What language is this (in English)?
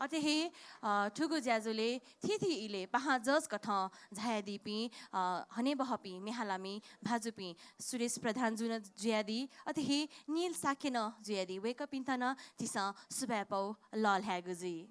Newari